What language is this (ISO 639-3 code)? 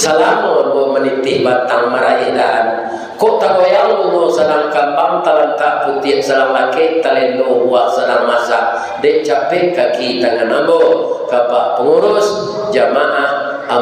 min